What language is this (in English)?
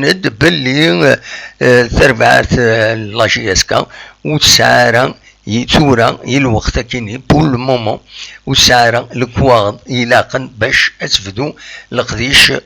Kabyle